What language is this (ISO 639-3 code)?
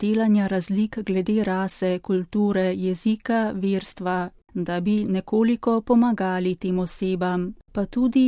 slv